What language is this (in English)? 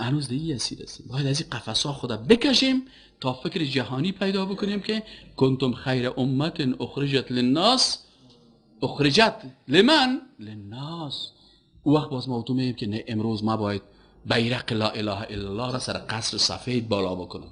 Persian